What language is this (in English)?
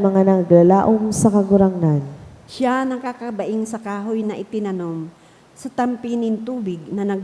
Bikol